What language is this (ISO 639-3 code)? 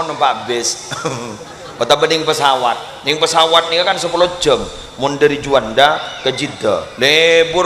mad